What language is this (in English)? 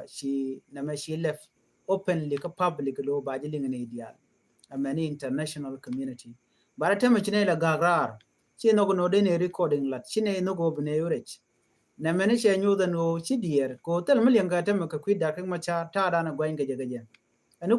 Nuer